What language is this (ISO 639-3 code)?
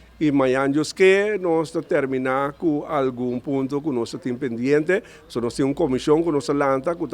pap